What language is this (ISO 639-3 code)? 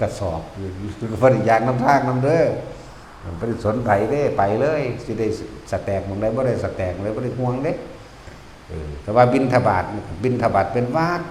tts